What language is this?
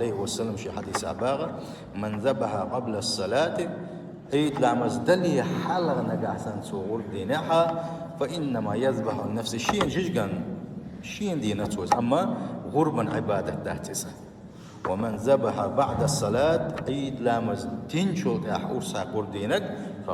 Chechen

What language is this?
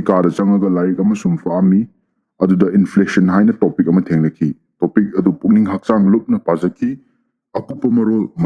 Manipuri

